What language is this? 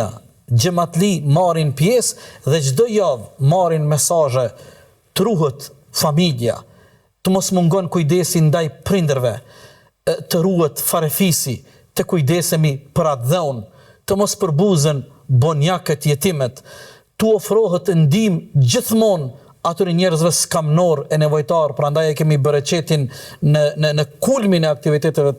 Albanian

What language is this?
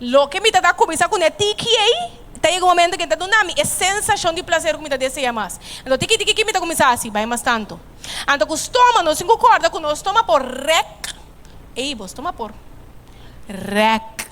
Papiamento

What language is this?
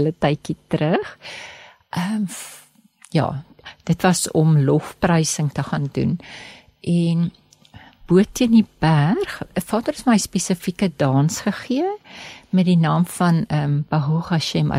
Afrikaans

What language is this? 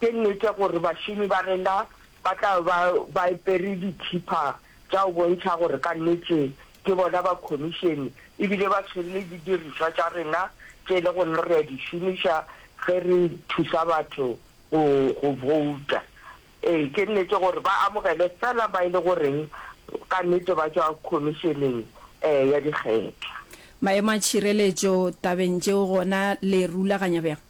Northern Sotho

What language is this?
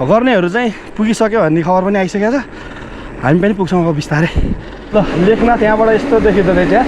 Nepali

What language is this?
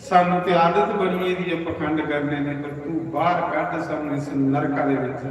Dogri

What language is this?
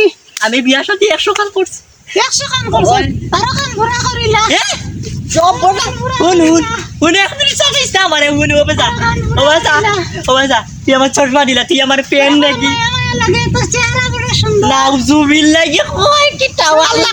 Sylheti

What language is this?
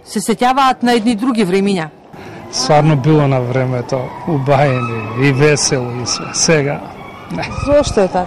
Macedonian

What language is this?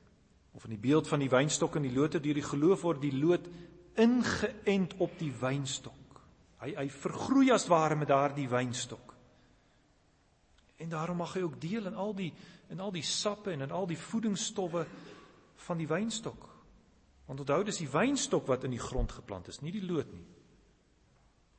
Afrikaans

